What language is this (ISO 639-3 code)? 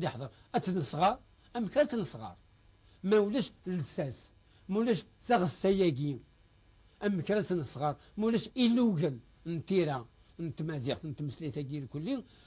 kab